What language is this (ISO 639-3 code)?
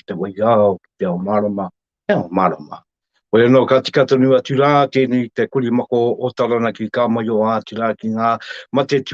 mri